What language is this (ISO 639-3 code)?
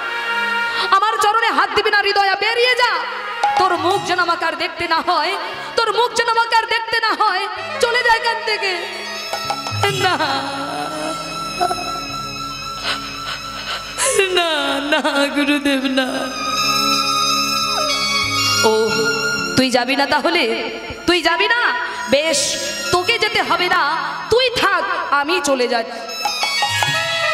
ben